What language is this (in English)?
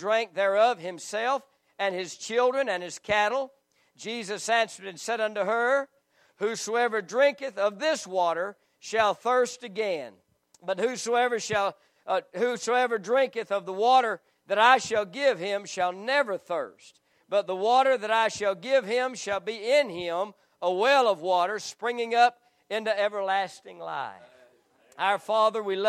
English